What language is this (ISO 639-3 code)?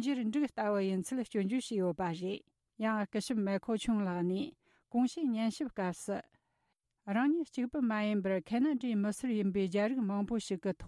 bod